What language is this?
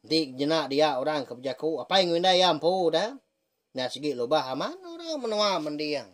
Iban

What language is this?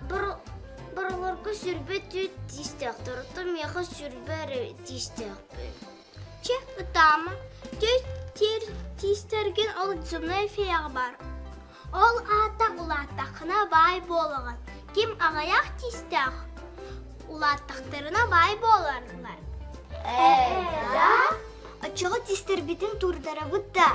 Yakut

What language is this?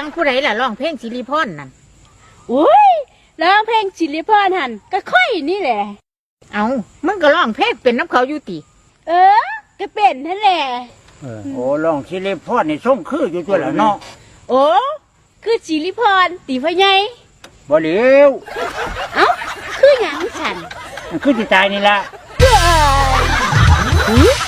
Northeastern Thai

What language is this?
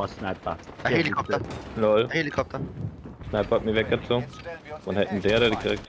Bavarian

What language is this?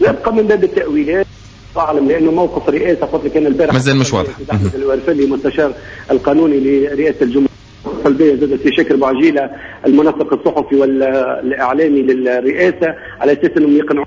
Tunisian Arabic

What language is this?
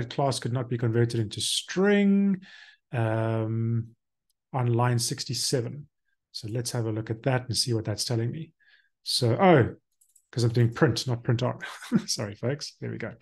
English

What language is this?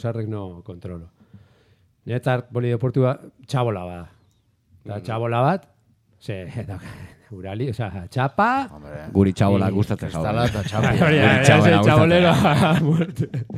Basque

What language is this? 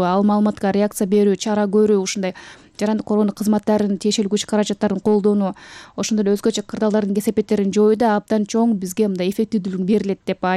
Kyrgyz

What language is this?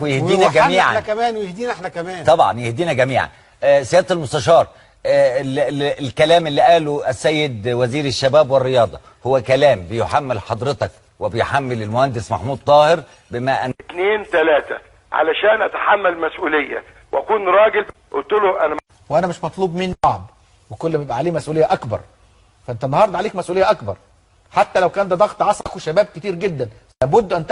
Egyptian Arabic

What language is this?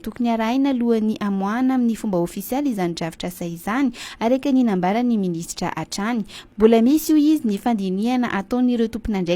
Malagasy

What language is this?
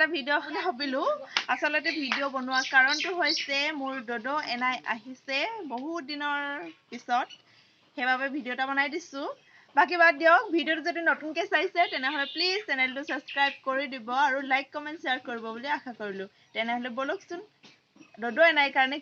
Assamese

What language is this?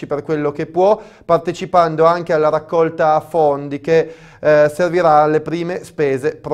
Italian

